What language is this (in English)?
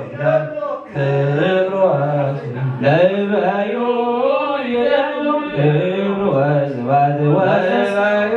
Tigrinya